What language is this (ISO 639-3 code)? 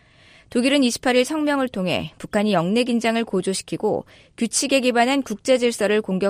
kor